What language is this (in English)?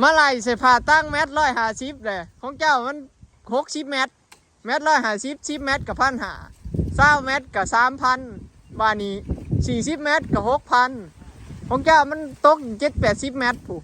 Northeastern Thai